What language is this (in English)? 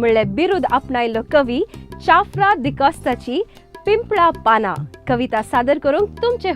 Konkani